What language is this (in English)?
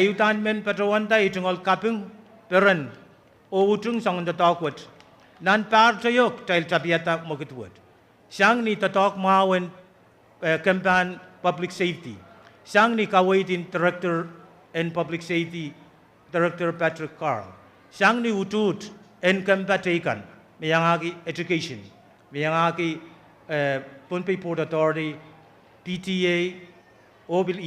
Pohnpeian